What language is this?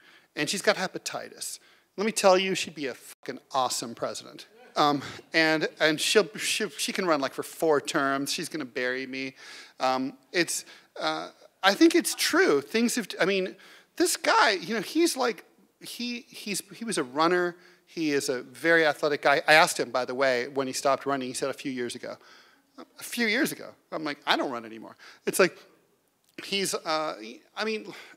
English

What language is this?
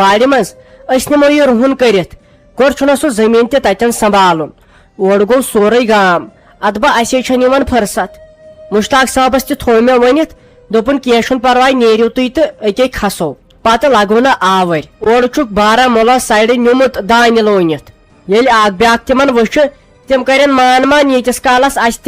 Kashmiri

